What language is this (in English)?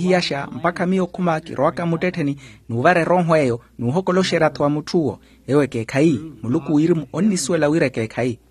Makhuwa